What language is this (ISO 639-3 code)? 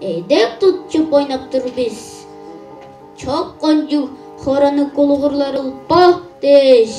tyv